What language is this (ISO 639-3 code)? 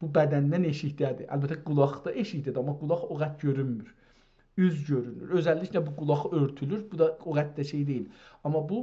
azb